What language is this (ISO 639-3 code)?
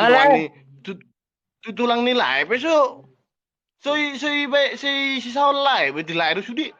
bbc